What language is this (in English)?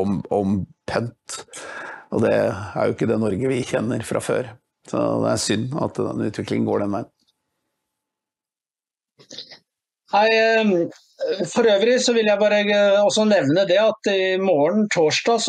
Norwegian